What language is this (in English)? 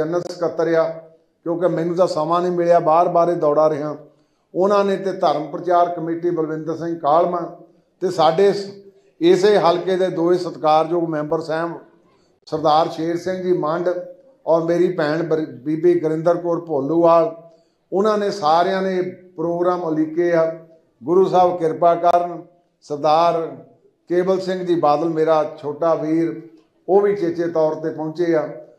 Punjabi